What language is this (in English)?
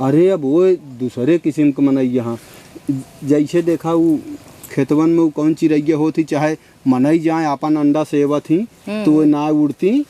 Awadhi